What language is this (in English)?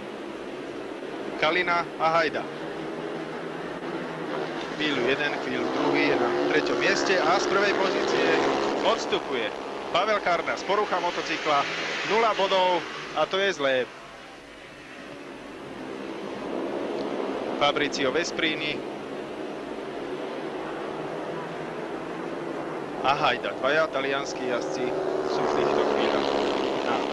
Slovak